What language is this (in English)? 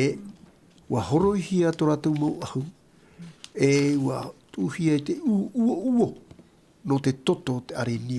Tahitian